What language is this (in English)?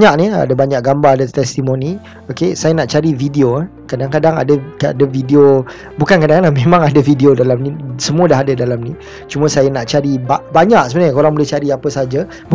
Malay